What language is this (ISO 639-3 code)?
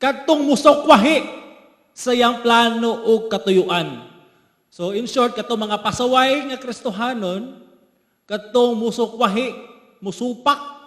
ceb